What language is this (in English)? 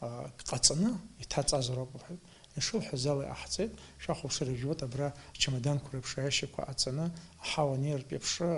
Abkhazian